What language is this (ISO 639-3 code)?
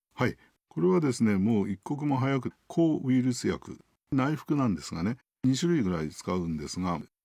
jpn